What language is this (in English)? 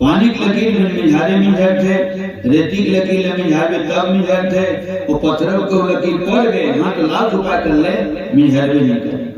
Chhattisgarhi